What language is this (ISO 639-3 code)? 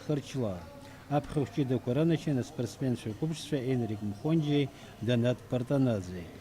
abk